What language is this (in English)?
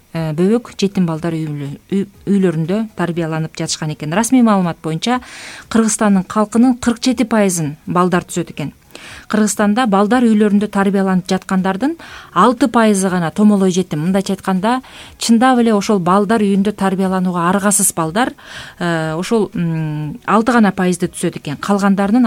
Kyrgyz